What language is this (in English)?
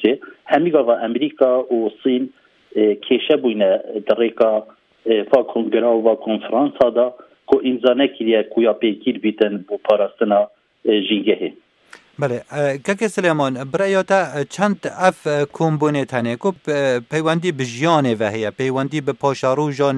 Kurdish